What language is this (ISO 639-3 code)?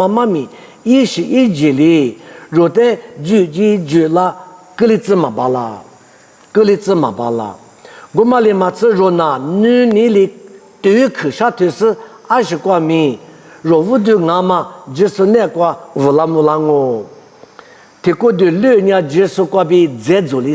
lis